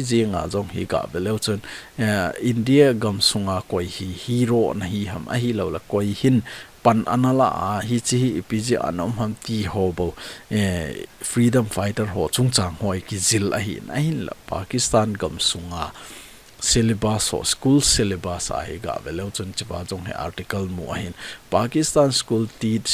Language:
Thado Chin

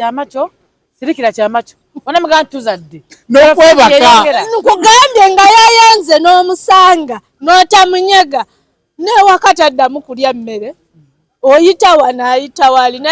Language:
Ganda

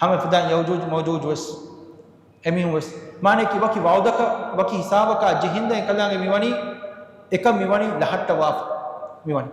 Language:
Divehi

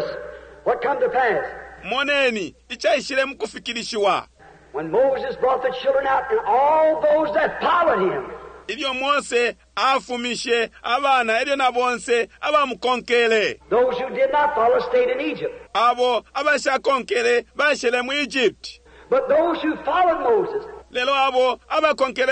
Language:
Bemba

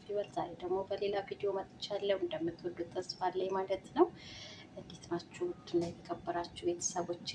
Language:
Amharic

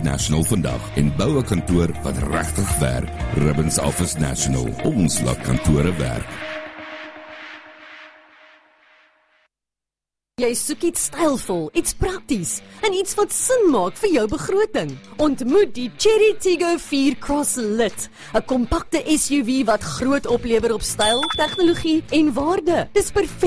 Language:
Afrikaans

